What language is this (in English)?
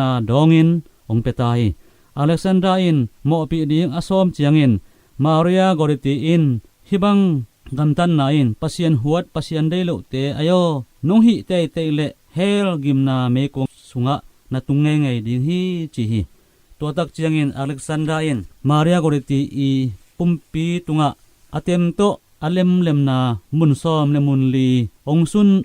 Tedim Chin